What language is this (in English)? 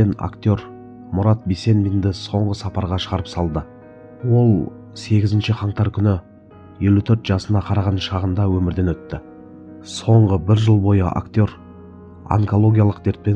Kazakh